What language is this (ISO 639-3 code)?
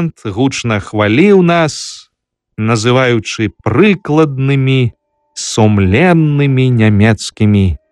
bel